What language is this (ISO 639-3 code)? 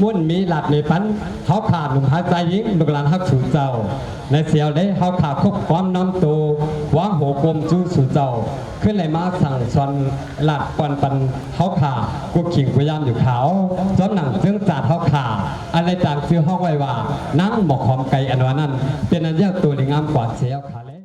shn